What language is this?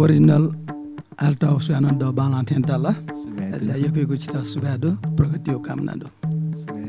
Newari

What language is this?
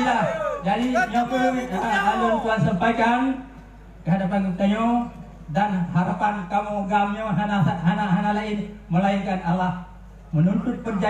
Achinese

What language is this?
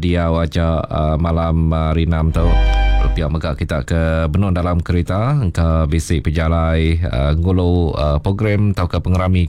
Iban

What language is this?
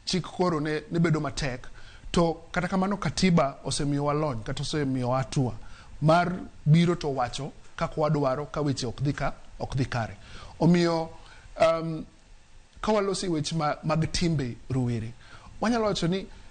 Luo (Kenya and Tanzania)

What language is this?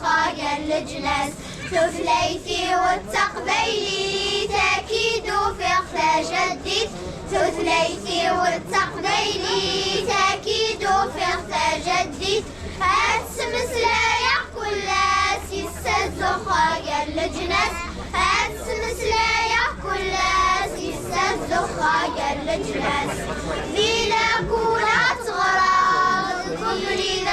Kabyle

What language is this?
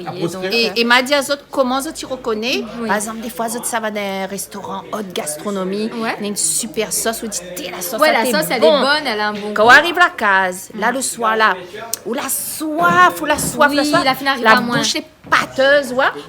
Réunion Creole French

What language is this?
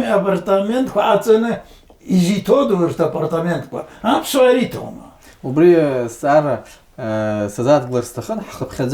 Abkhazian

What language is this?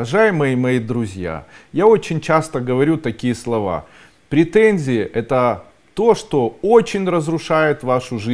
Russian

